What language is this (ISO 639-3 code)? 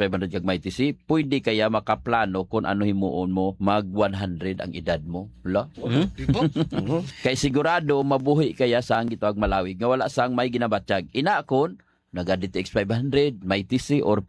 hil